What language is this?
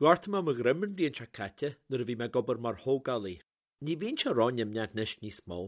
Irish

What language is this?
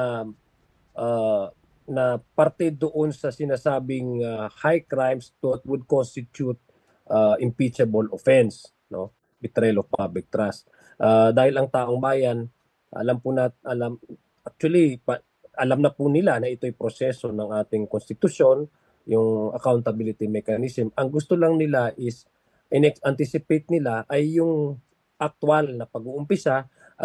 Filipino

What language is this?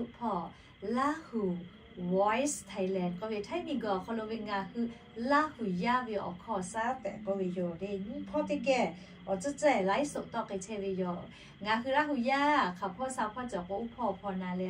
Lahu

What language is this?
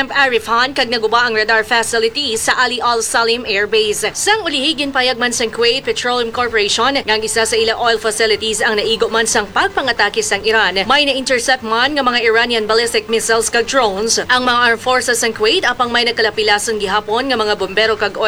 Hiligaynon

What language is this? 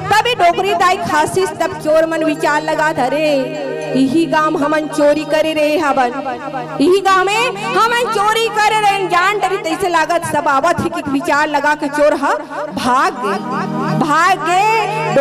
Chhattisgarhi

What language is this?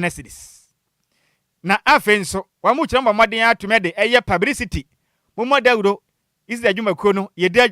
Akan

